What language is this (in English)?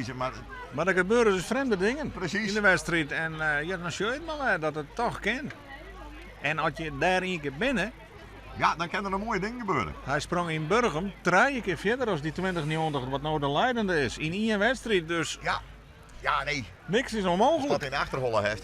Western Frisian